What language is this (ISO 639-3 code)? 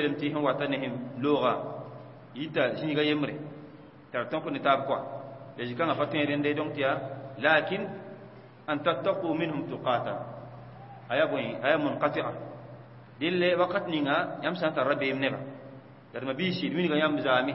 mos